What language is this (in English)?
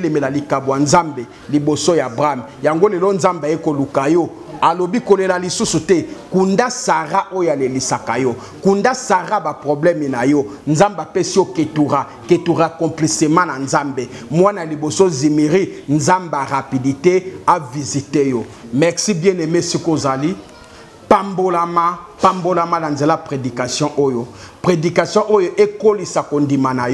Lingala